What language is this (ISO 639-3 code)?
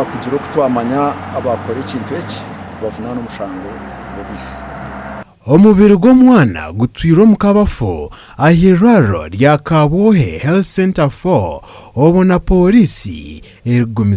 nyn